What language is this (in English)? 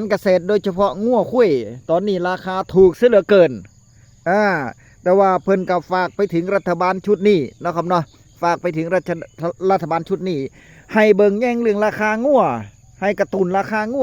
Northeastern Thai